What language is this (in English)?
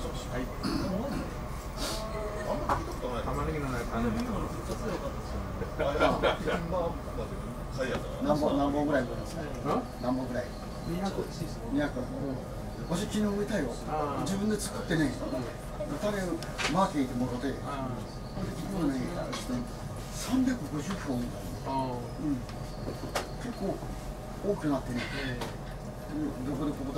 Japanese